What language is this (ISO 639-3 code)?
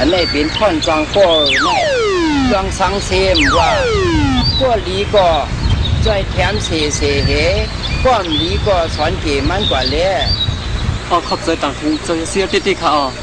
shn